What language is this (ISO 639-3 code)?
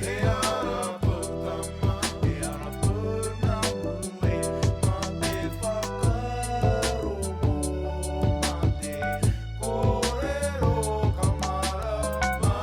mri